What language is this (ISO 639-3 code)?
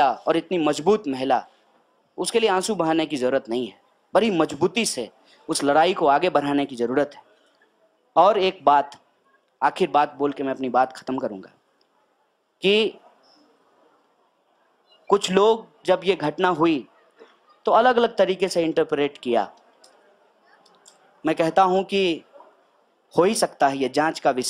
hin